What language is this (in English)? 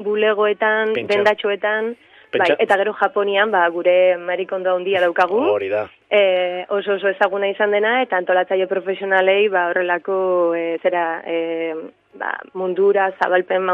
Basque